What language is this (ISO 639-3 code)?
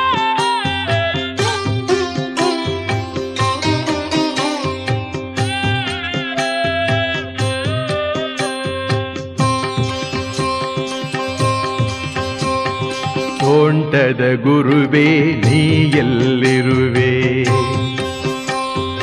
kan